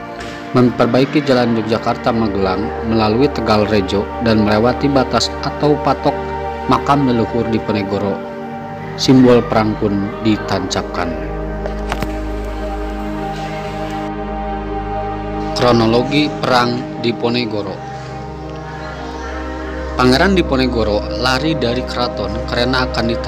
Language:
Indonesian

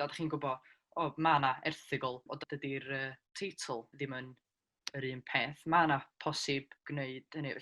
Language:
Welsh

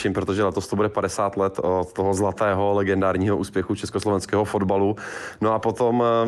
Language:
Czech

